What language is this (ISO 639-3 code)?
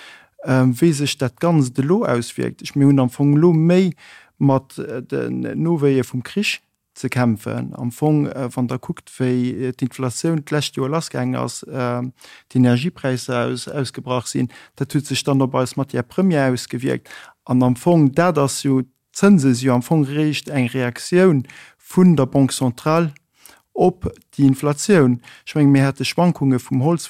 ltz